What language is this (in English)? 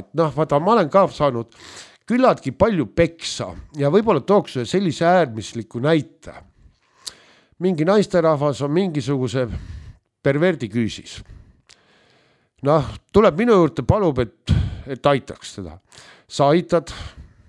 Estonian